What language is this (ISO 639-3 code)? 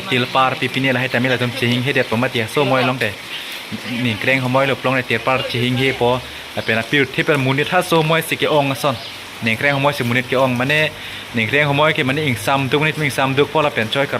mjw